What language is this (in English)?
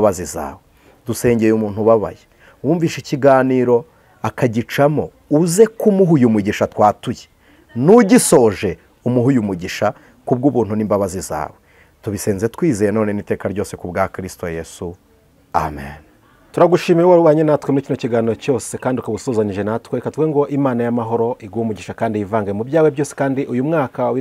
Kinyarwanda